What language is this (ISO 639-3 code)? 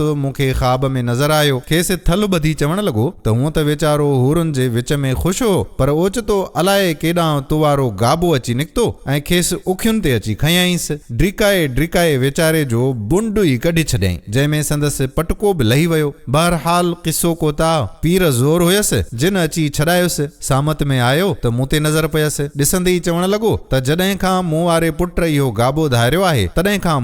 snd